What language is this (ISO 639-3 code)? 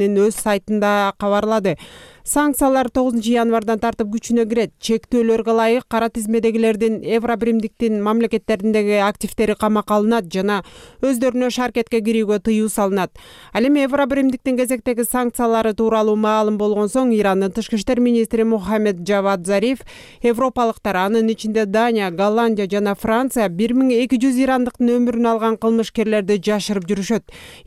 kir